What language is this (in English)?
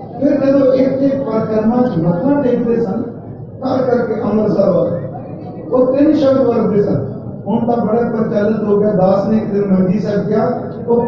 Punjabi